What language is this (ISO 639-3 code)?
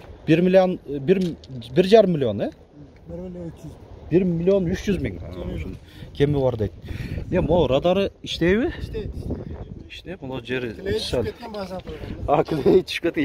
kir